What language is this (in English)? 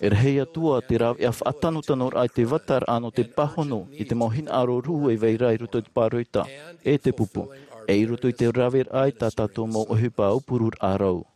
Tahitian